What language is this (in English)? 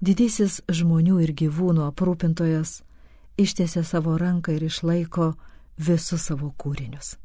Lithuanian